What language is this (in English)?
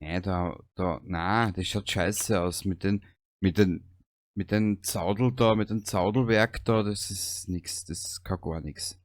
Bavarian